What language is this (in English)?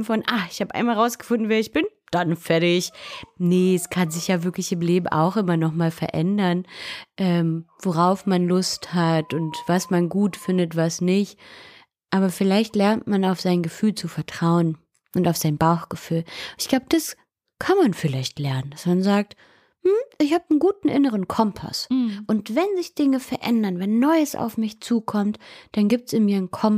German